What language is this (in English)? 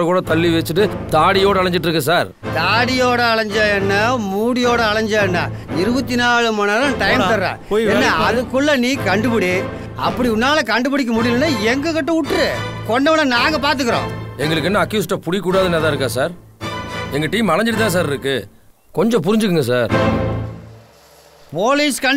Tamil